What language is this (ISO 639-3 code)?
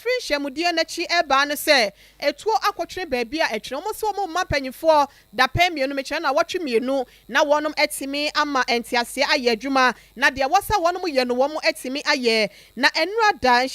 aka